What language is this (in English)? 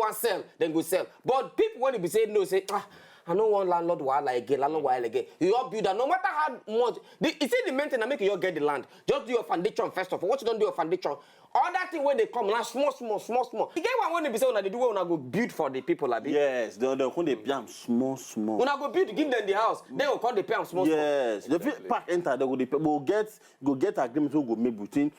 Nigerian Pidgin